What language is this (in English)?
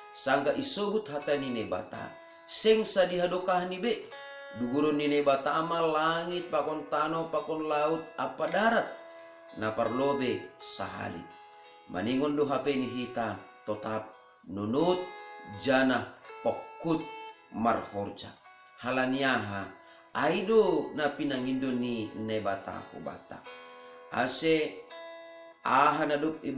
Batak Simalungun